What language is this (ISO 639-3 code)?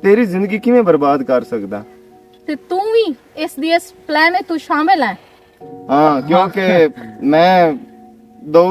lah